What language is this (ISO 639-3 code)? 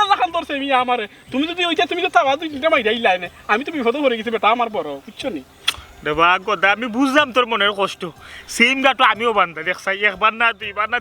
syl